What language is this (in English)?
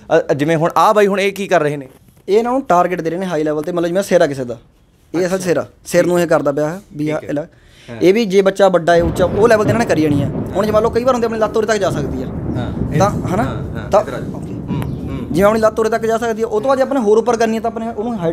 Punjabi